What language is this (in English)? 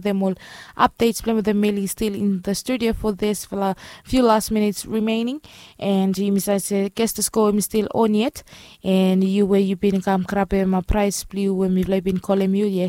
Bislama